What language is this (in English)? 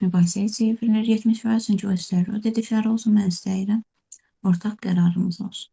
Azerbaijani